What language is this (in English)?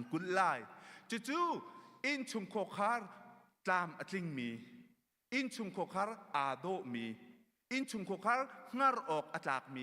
Hakha Chin